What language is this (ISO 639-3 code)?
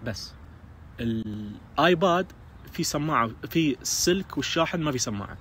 ars